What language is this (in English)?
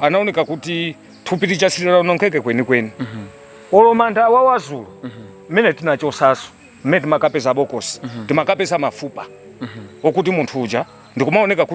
Nyanja